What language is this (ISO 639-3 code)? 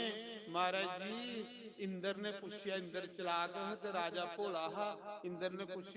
doi